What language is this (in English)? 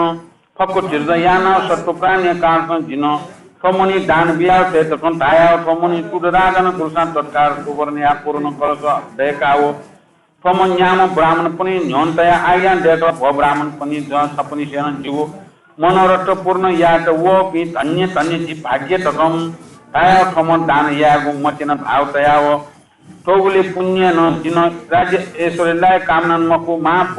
Newari